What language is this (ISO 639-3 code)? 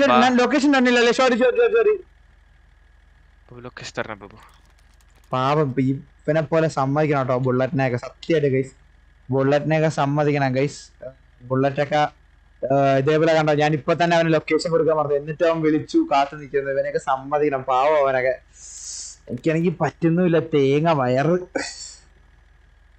mal